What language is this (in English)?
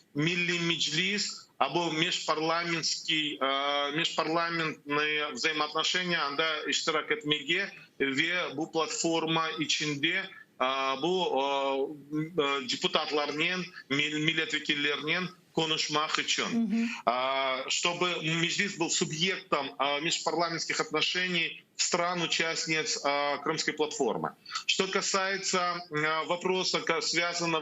Crimean Tatar